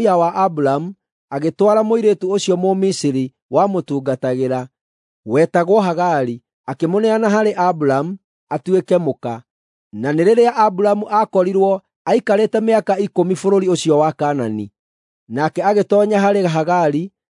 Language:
Kikuyu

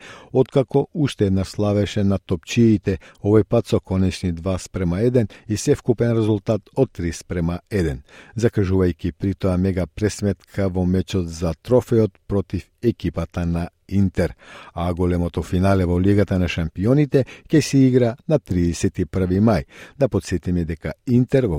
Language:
Macedonian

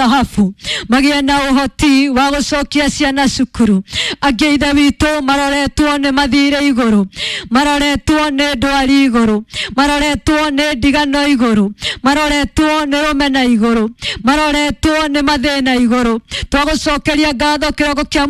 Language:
Kikuyu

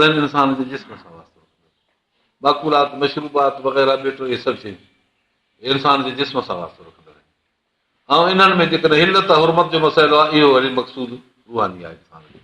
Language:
Sindhi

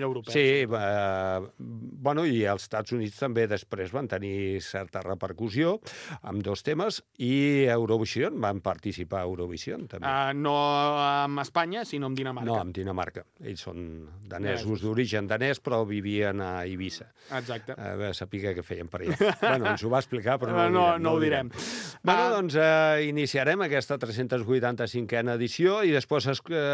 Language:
Catalan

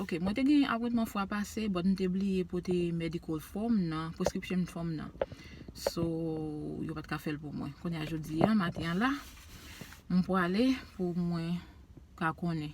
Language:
Haitian Creole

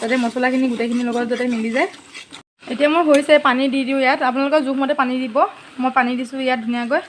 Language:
Assamese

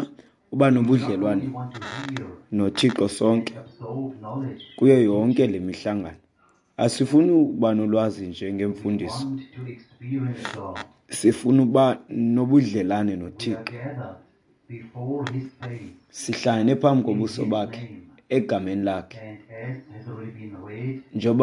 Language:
Xhosa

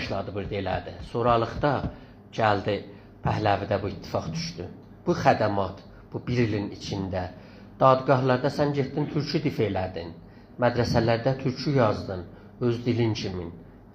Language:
South Azerbaijani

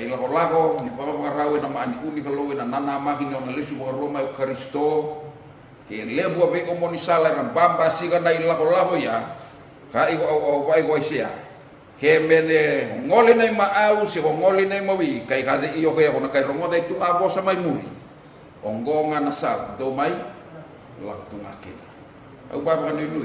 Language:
Fijian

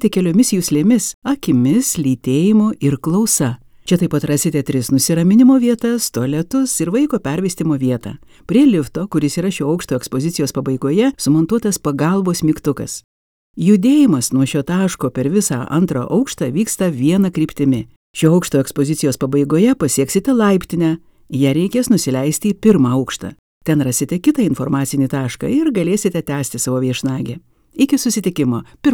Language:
Lithuanian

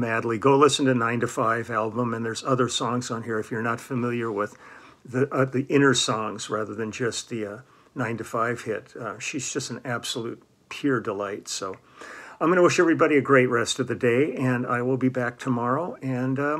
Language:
English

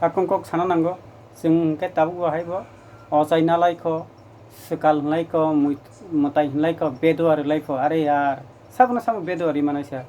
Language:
Kok Borok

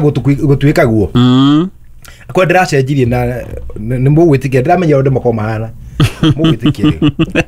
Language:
Kikuyu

